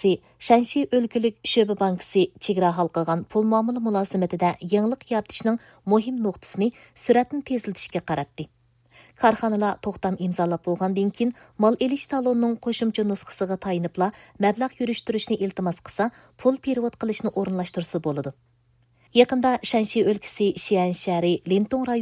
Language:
Uyghur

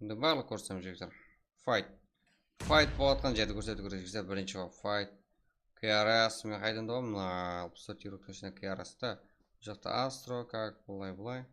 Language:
Kara-Kalpak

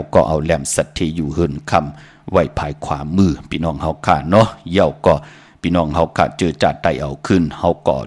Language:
Shan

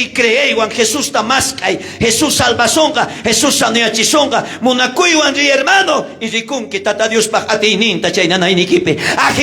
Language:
South Bolivian Quechua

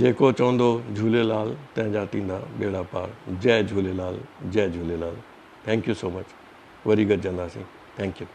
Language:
Sindhi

